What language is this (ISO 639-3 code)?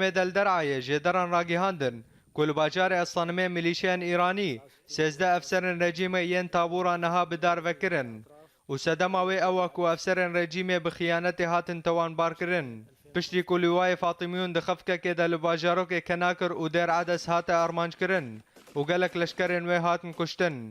kur